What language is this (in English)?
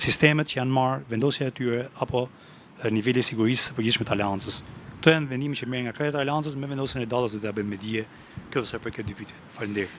Albanian